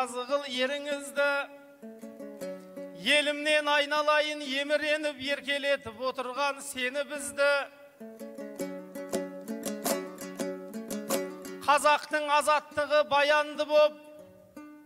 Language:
Kazakh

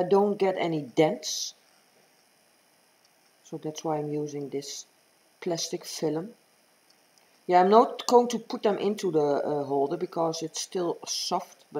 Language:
English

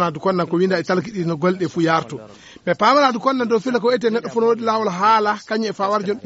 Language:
Fula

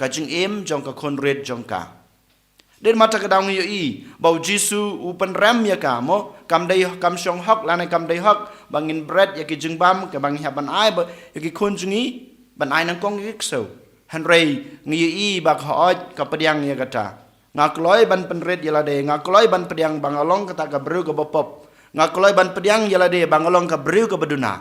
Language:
Khasi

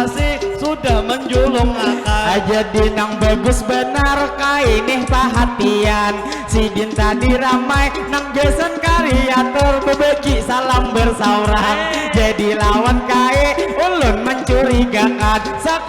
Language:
Banjar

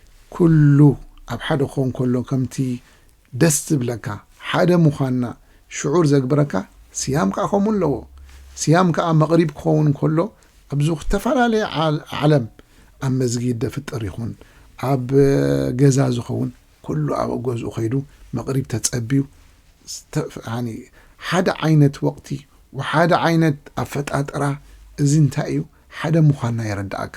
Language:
Tigrinya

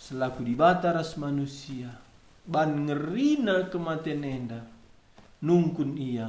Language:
Batak Karo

